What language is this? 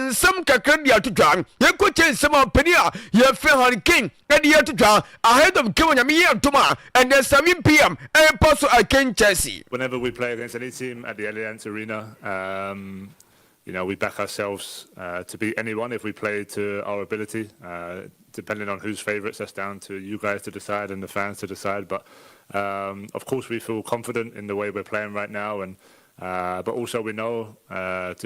Akan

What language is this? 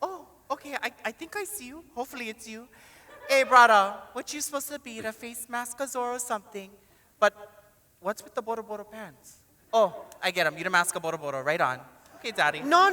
Hawaiian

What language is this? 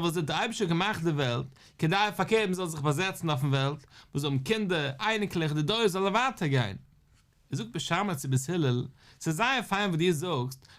Yiddish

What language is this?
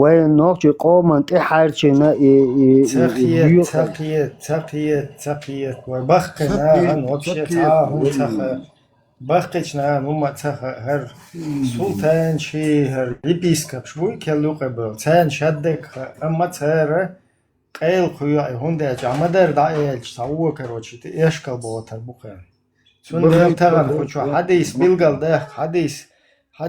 Chechen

